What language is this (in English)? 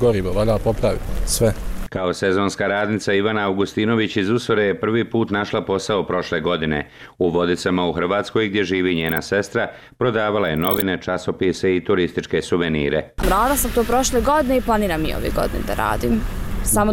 Bosnian